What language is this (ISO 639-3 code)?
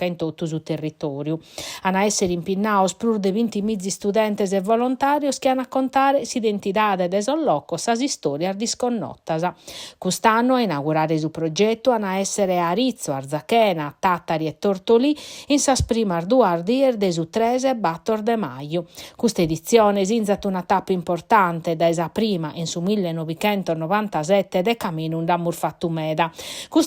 srd